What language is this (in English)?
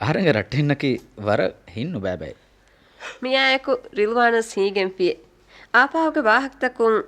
Divehi